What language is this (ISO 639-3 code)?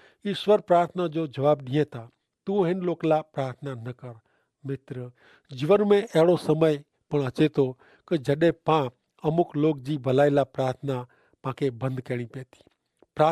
kfr